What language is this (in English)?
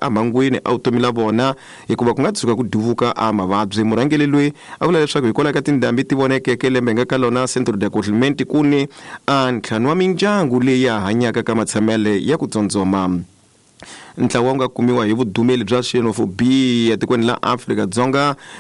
Tsonga